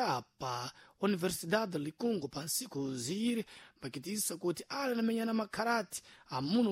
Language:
Sena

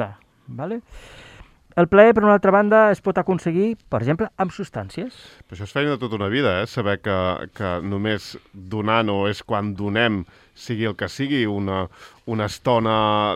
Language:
Catalan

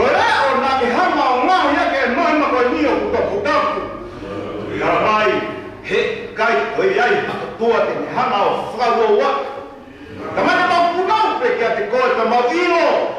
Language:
Tongan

